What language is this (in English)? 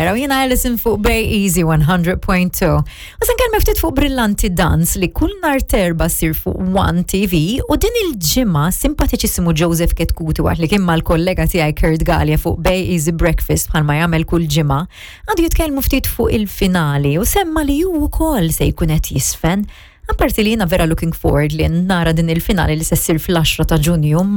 Maltese